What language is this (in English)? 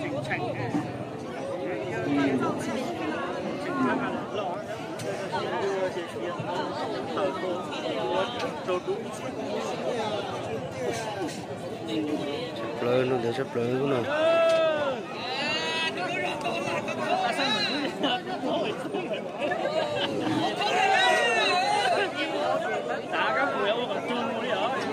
Vietnamese